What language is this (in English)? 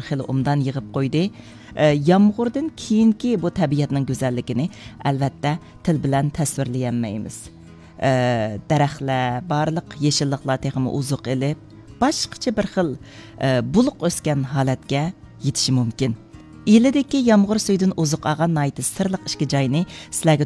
Uyghur